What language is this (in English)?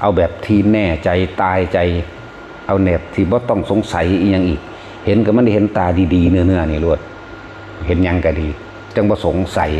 Northeastern Thai